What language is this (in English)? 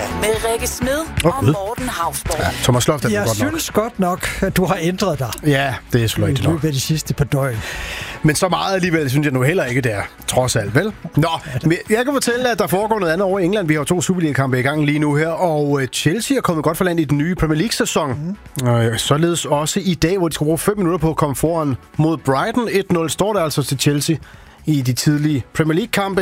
Danish